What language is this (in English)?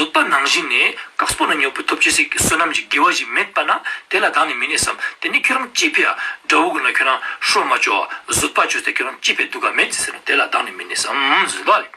Ladakhi